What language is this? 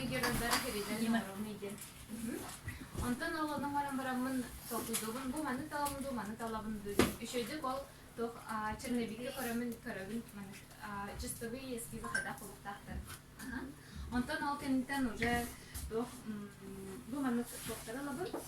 Yakut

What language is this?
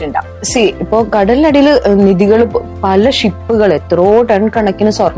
Malayalam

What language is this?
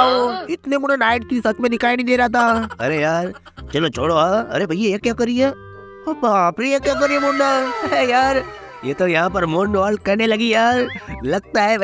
Hindi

